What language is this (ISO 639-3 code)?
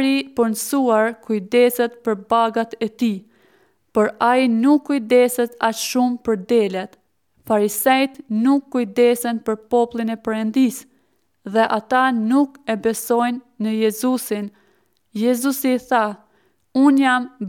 sqi